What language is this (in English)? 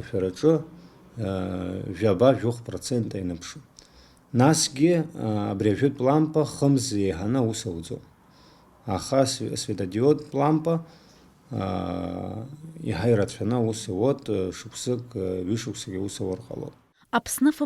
Abkhazian